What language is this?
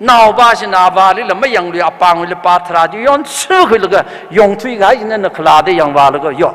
Tangkhul Naga (India)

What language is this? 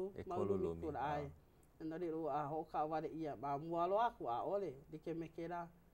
Hawaiian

